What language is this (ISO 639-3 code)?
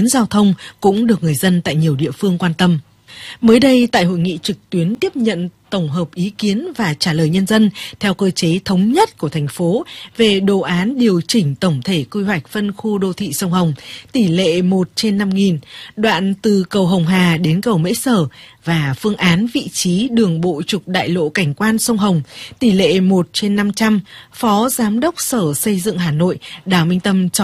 vie